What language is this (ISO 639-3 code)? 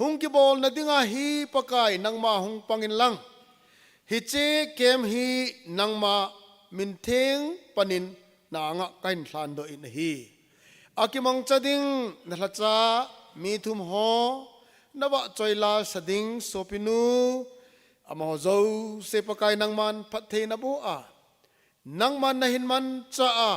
tcz